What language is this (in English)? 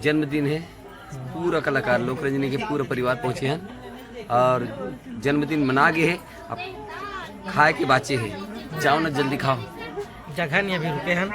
Chhattisgarhi